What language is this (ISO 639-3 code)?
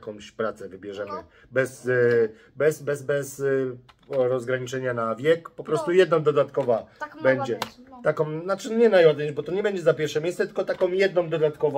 pol